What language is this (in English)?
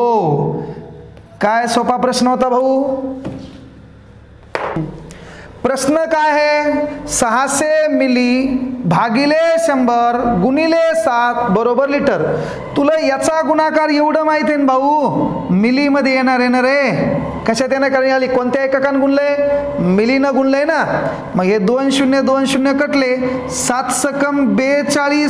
Marathi